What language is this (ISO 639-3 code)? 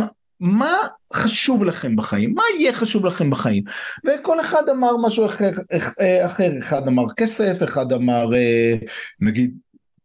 heb